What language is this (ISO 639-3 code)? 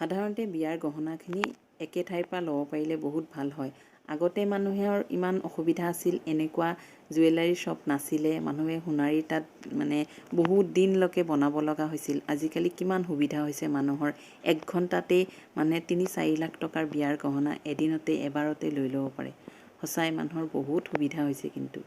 asm